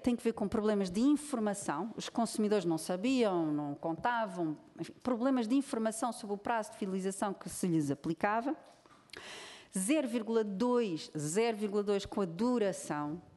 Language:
Portuguese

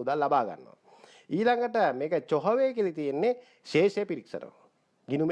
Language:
Sinhala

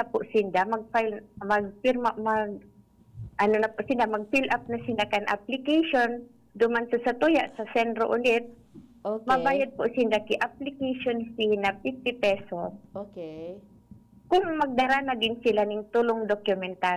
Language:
Bikol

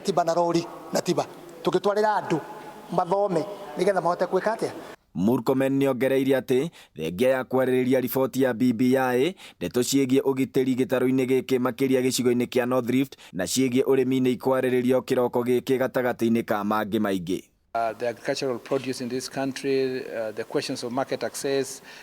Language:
Kikuyu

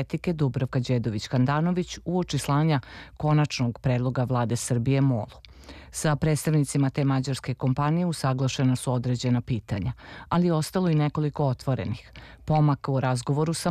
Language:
Serbian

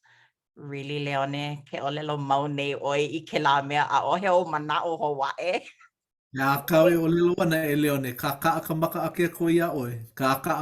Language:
Hawaiian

